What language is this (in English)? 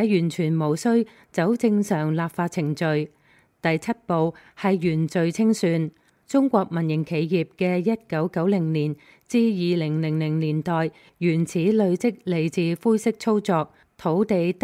Cantonese